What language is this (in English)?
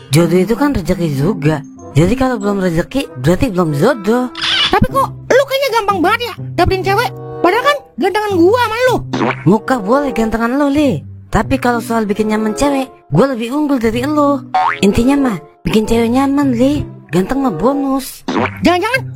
Betawi